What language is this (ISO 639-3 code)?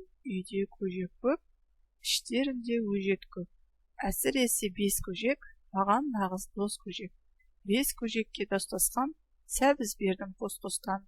kaz